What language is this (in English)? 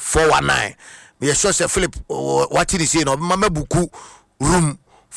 Akan